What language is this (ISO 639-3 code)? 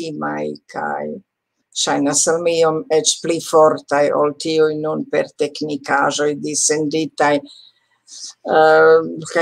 epo